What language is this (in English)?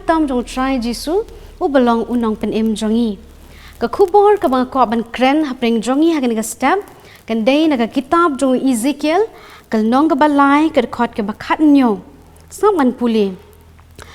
Khasi